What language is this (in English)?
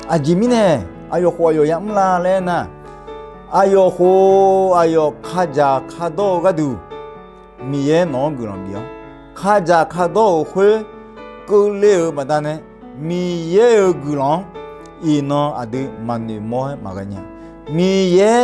Akha